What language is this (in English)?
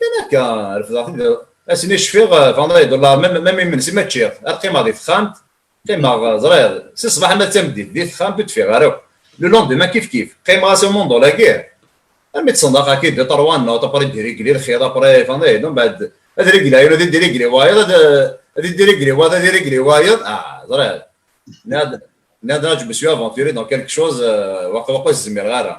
Kabyle